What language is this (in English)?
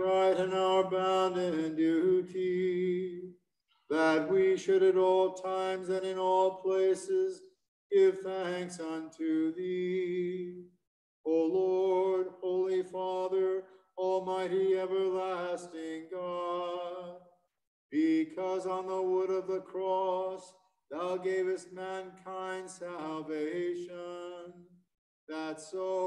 English